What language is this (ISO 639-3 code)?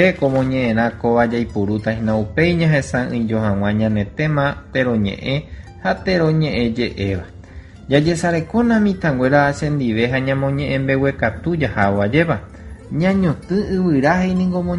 grn